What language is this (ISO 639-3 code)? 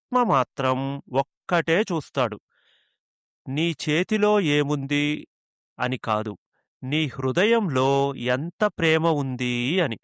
tel